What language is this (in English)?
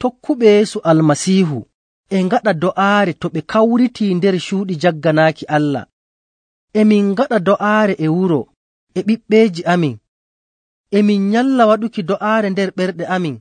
Nigerian Fulfulde